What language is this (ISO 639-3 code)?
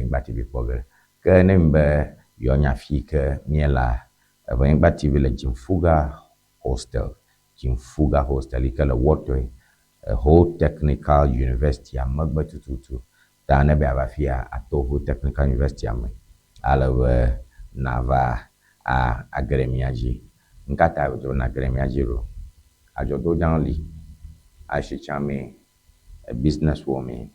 ewe